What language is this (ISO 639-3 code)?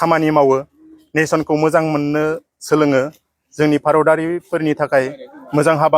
brx